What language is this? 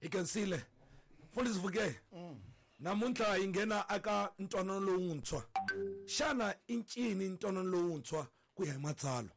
Tsonga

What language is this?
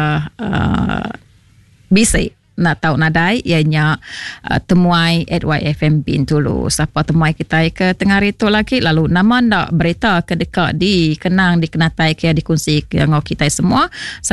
Iban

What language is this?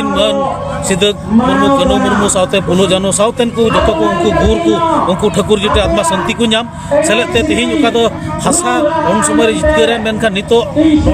Santali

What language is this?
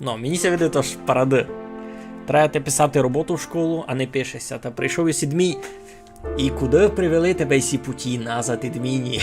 Rusyn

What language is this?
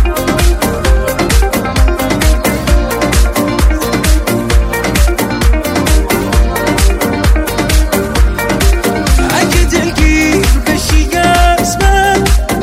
Persian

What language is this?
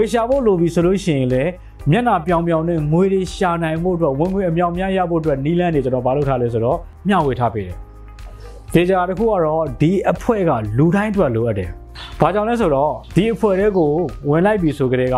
Burmese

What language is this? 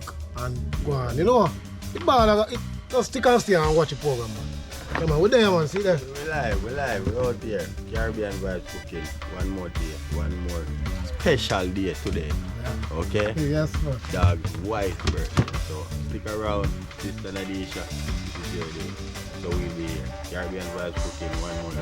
Jamaican Creole English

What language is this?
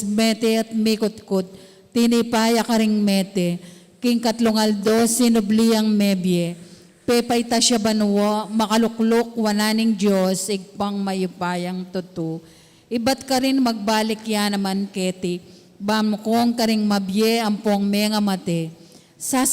Pampanga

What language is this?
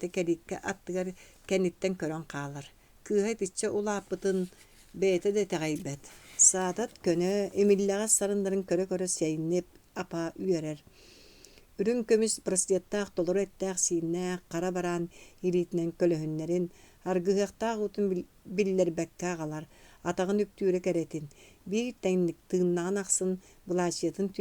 Yakut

